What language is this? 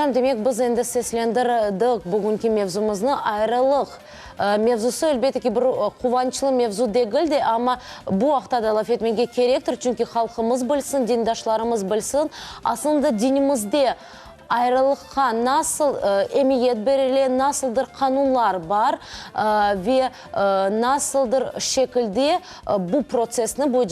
Crimean Tatar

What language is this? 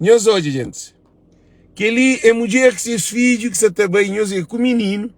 Kabuverdianu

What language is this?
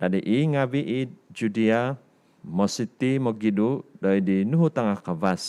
Central Dusun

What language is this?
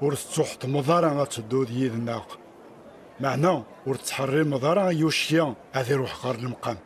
Kabyle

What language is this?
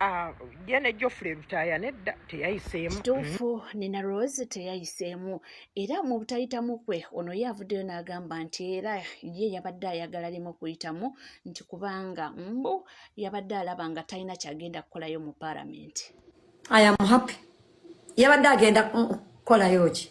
Ganda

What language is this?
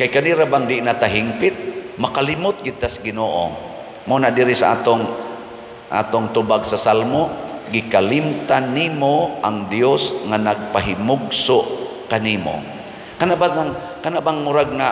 Cebuano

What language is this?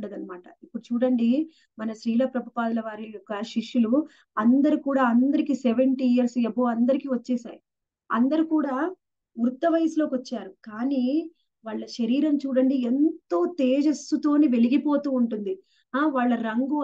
Telugu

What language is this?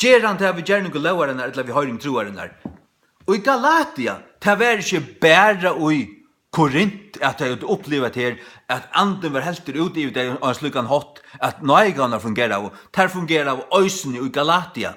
Faroese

